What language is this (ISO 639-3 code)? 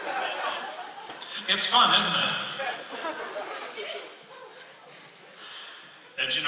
eng